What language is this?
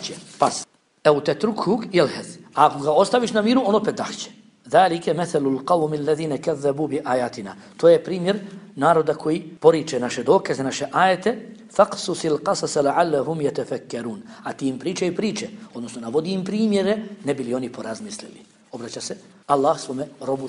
Bosnian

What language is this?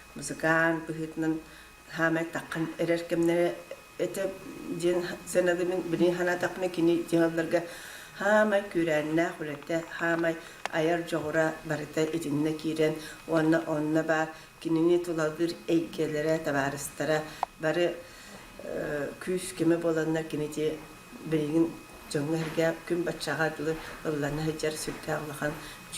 Yakut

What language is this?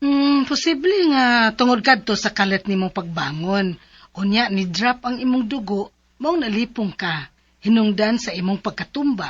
Cebuano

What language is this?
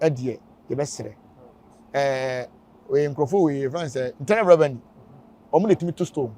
Akan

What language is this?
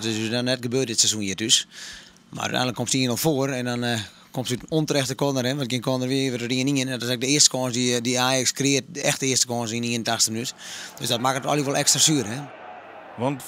Western Frisian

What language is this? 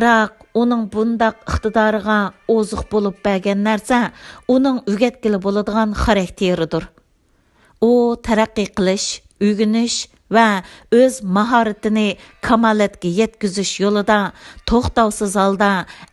Uyghur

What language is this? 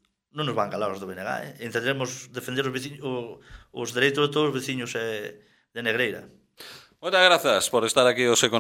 Galician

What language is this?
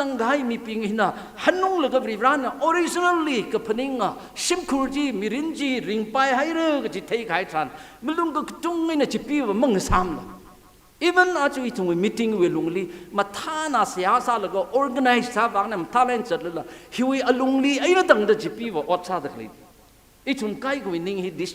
Tangkhul Naga (India)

